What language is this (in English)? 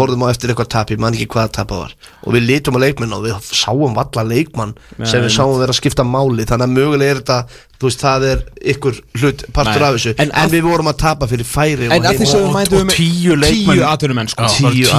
Icelandic